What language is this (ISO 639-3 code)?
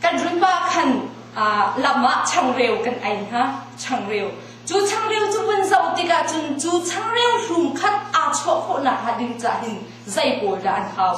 cnh